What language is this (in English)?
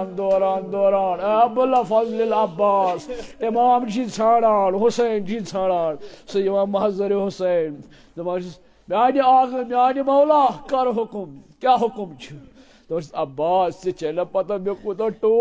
Kashmiri